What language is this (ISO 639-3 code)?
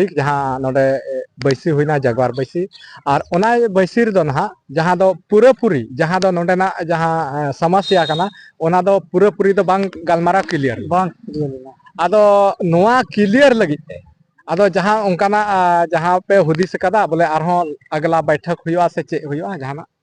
sat